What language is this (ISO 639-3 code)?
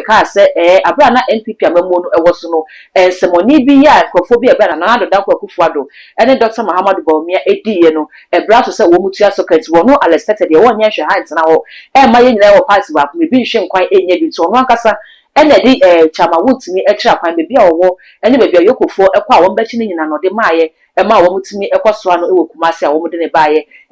aka